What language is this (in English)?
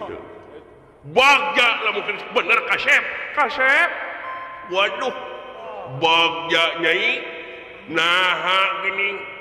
Sundanese